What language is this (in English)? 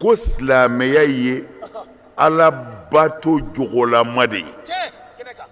Bambara